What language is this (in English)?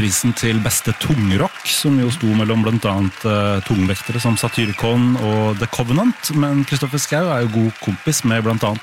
Norwegian